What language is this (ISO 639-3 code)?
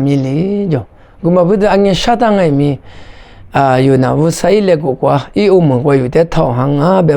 lis